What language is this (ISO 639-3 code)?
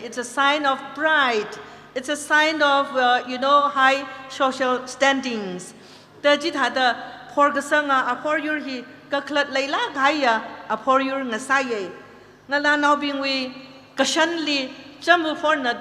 nmf